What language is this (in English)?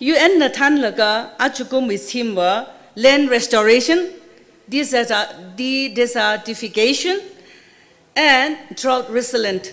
Tangkhul Naga (India)